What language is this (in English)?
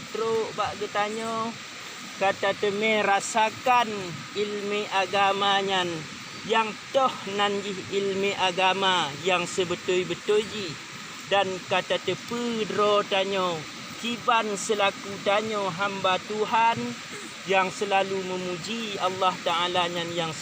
Achinese